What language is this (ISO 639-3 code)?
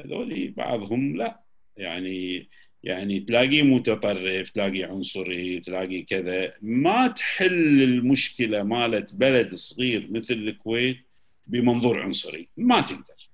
afb